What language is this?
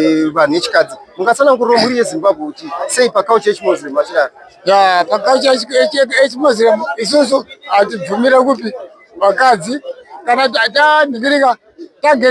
Shona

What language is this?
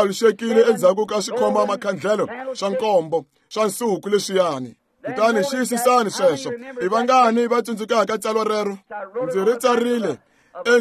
Tsonga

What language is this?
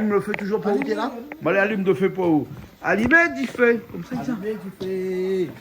Réunion Creole French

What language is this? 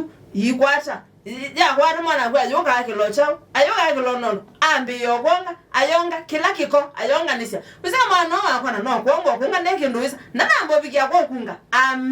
Kamba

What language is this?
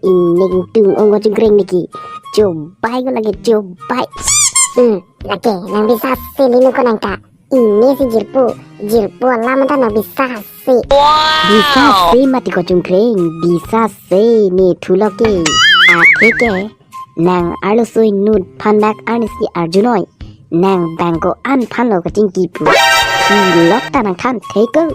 Karbi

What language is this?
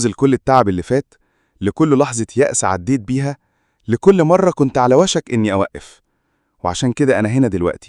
Egyptian Arabic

